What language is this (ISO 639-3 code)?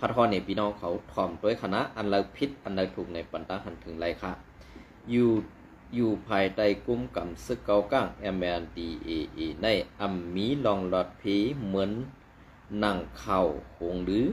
shn